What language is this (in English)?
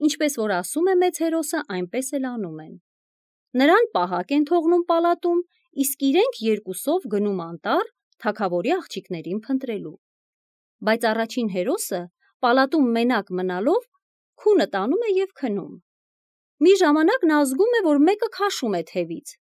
Armenian